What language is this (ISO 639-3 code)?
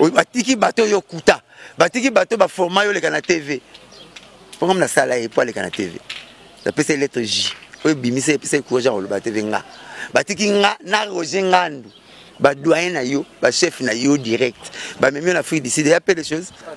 lin